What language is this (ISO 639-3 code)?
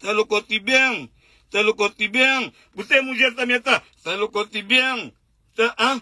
kea